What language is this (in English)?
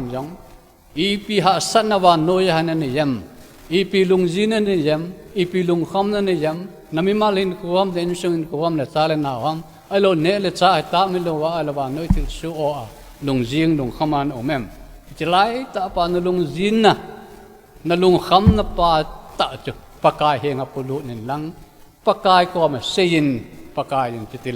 Thado Chin